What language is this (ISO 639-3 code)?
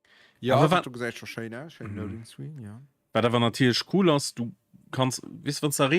ltz